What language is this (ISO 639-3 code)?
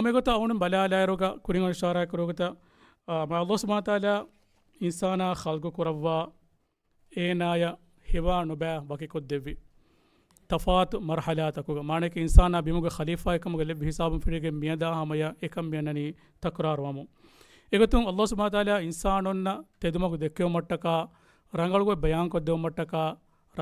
div